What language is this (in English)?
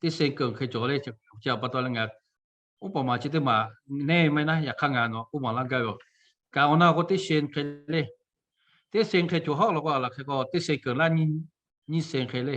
Lahu